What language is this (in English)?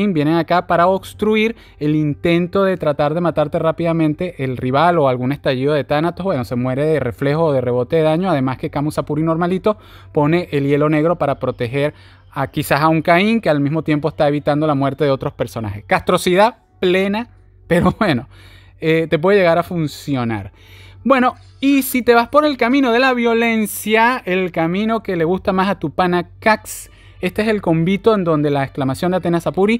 Spanish